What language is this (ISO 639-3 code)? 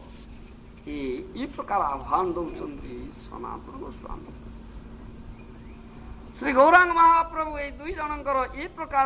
ori